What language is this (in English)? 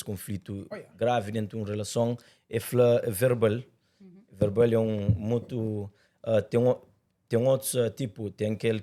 Kabuverdianu